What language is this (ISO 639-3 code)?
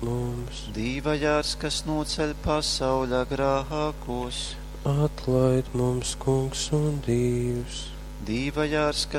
ltg